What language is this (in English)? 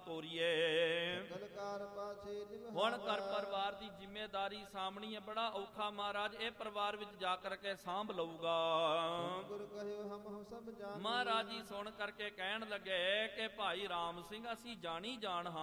Punjabi